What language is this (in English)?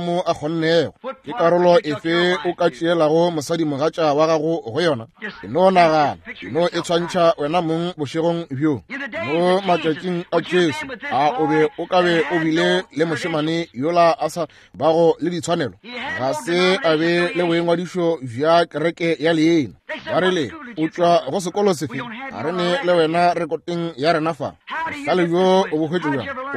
Northern Sotho